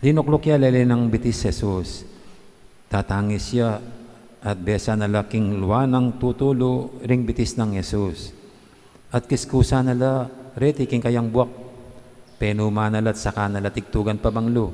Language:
Pampanga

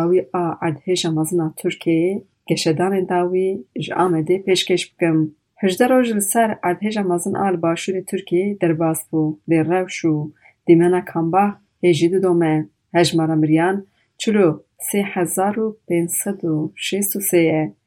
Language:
Kurdish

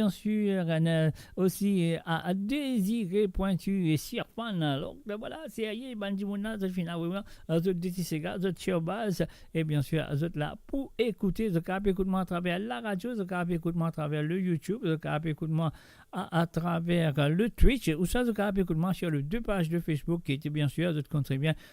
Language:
Morisyen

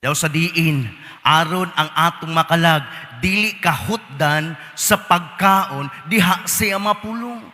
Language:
Cebuano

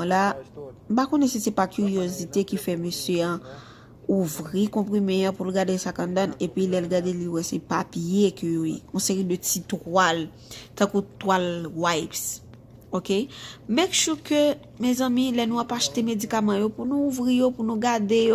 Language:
Haitian Creole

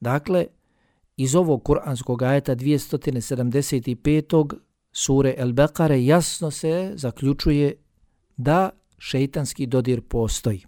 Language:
Bosnian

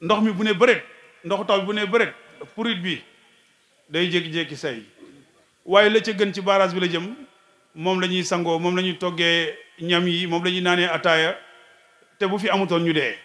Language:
Wolof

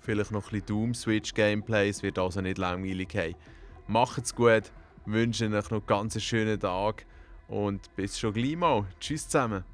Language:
Swiss German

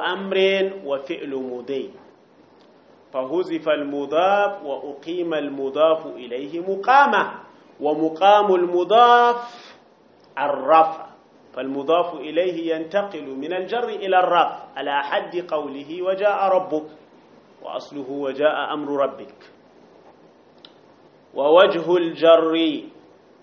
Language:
Arabic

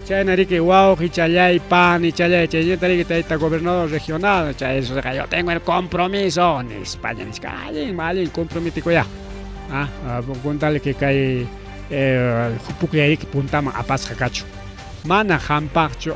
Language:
Ayacucho Quechua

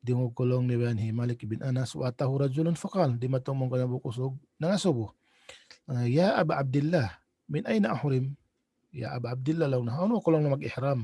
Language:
Tausug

